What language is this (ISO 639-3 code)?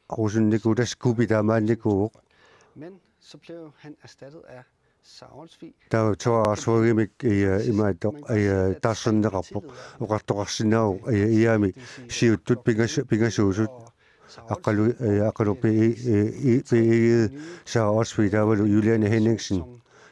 kal